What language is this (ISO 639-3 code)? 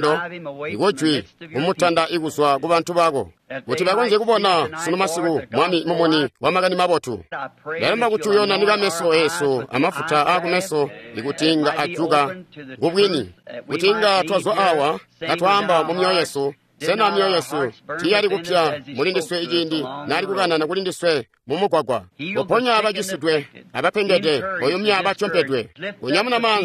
toi